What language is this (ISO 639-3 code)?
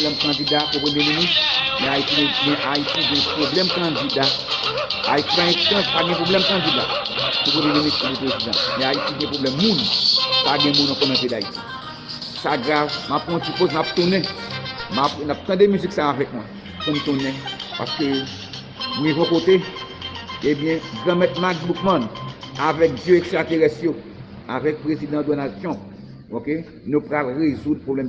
hat